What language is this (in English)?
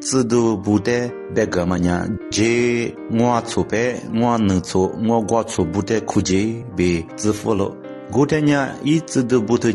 Lisu